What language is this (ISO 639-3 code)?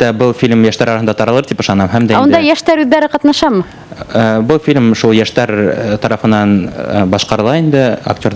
bak